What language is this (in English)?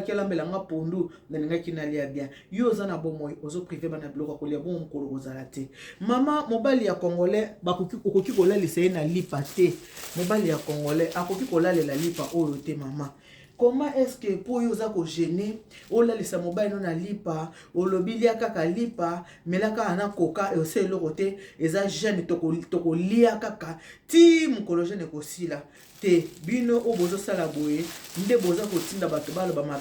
Lingala